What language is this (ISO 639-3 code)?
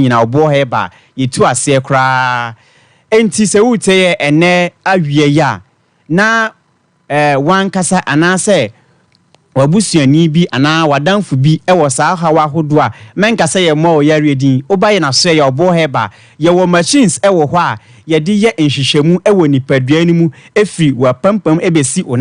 aka